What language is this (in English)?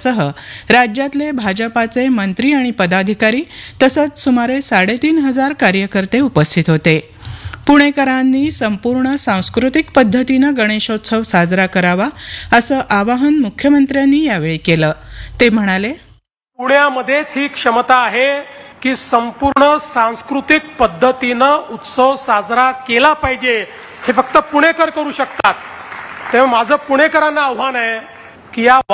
Marathi